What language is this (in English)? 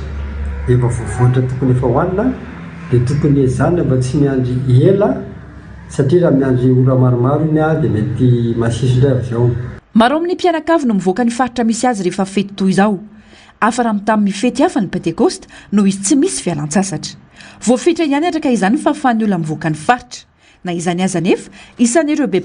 Malagasy